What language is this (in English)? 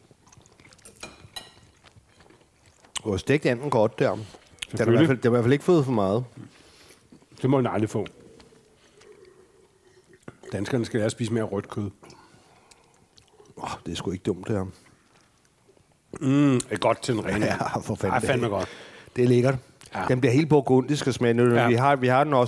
Danish